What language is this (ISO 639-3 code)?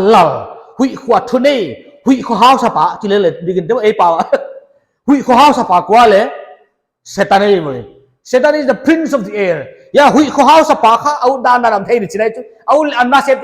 pck